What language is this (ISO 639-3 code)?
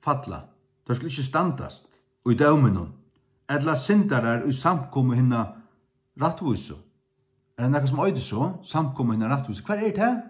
fao